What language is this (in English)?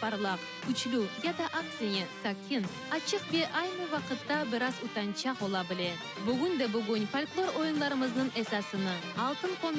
Crimean Tatar